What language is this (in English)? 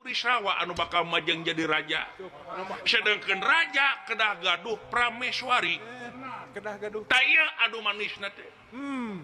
Sundanese